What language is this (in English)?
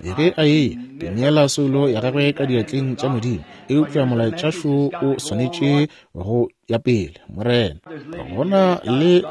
Northern Sotho